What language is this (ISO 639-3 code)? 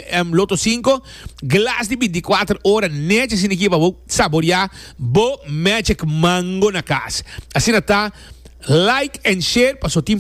pap